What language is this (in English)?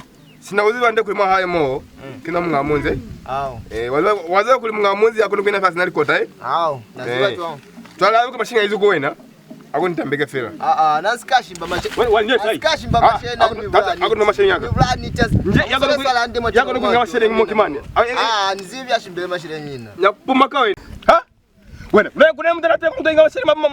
Lozi